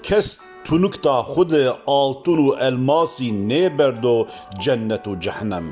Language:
Zaza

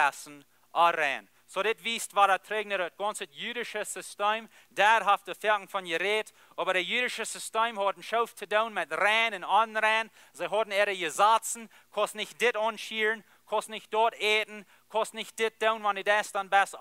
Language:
Plautdietsch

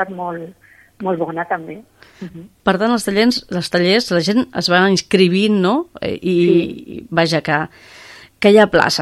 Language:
Catalan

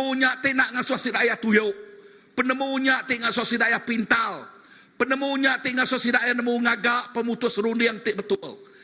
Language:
Iban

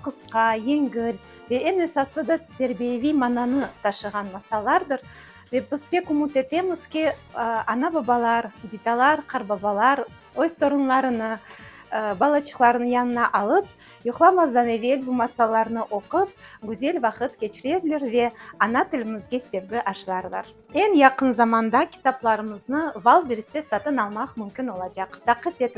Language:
Crimean Tatar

